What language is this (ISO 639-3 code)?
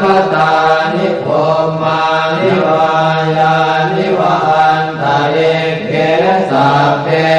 pli